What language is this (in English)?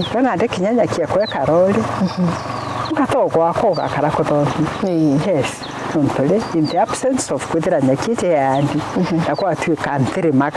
Meru